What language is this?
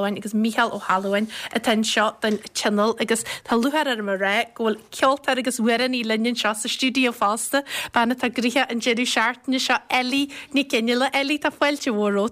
Irish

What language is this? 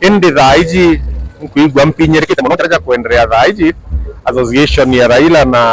Meru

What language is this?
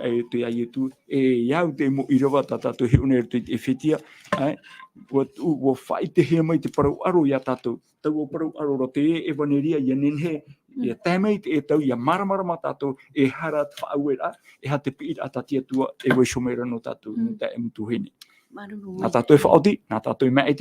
Tahitian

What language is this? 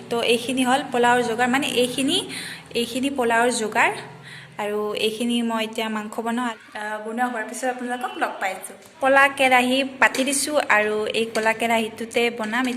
Assamese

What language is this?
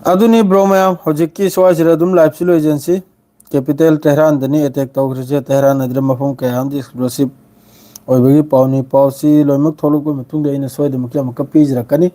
Manipuri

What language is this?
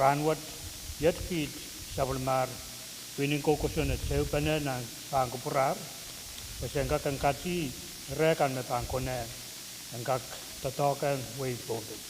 Pohnpeian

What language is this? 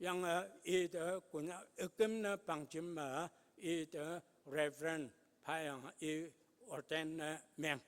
Konyak Naga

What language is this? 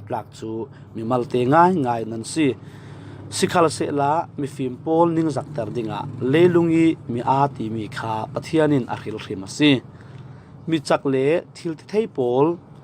Falam Chin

